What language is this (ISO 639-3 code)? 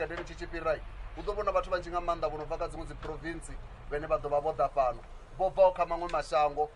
ven